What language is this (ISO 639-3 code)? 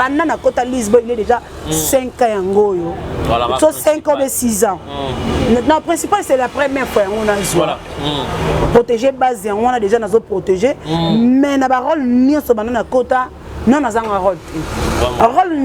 lin